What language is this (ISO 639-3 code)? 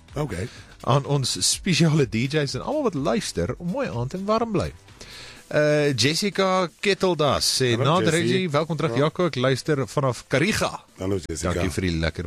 afr